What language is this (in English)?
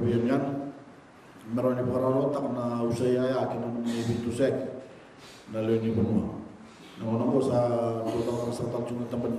Fijian